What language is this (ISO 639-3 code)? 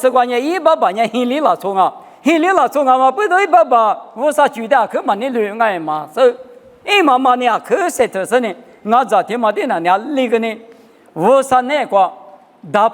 lis